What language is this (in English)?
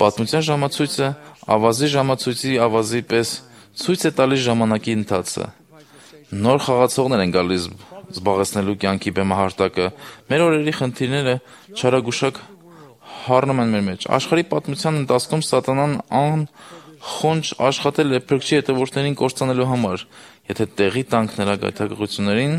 Armenian